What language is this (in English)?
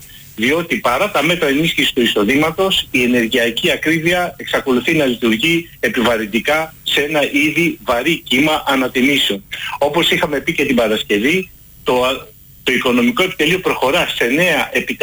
Greek